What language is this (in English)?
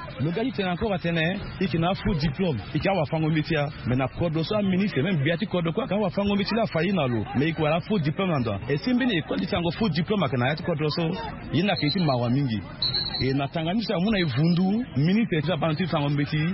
Sango